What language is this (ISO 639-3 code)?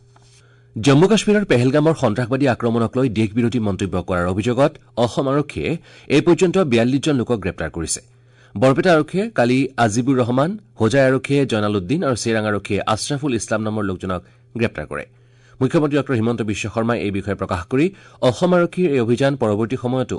asm